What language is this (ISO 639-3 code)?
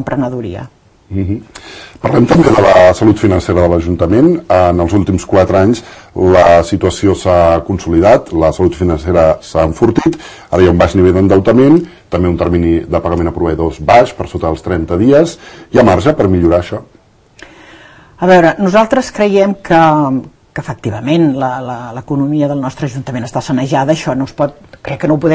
cat